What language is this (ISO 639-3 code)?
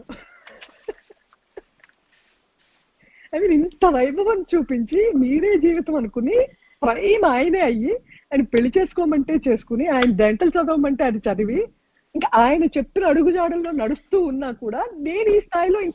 tel